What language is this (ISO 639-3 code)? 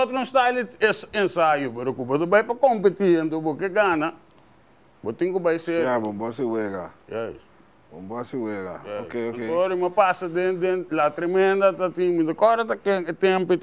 pap